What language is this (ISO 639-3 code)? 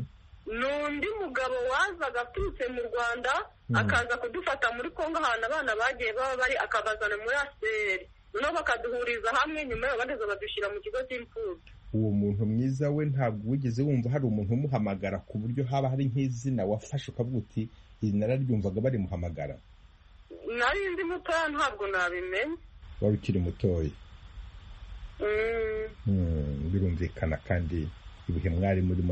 kin